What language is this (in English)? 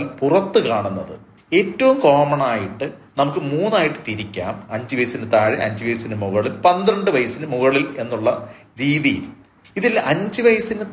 Malayalam